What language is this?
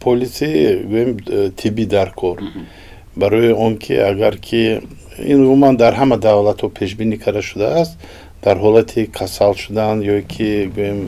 Tajik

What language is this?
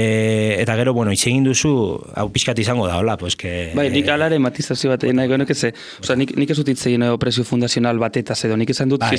Basque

